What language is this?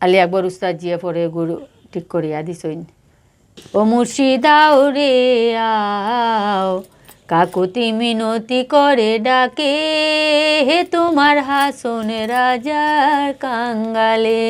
Sylheti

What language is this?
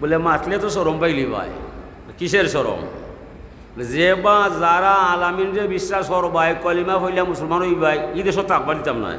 Sylheti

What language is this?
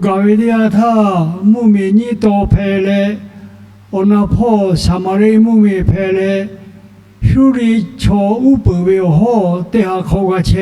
Lahu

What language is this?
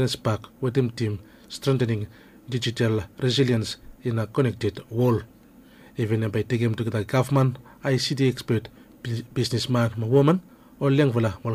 Bislama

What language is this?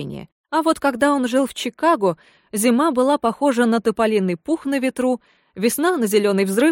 Russian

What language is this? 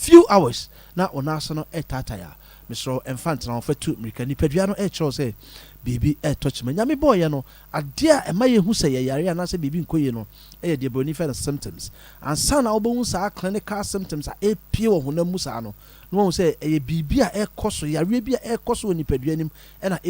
Akan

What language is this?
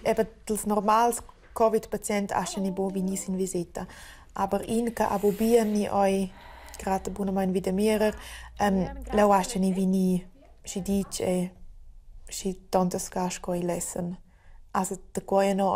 Romansh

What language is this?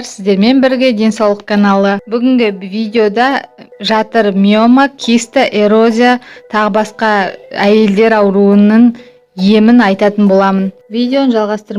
Kazakh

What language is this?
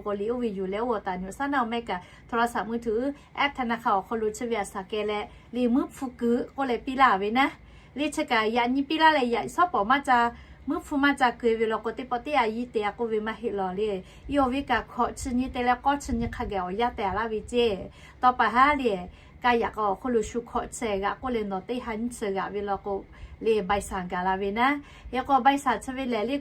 Lahu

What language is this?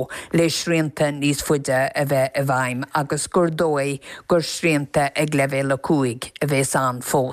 Irish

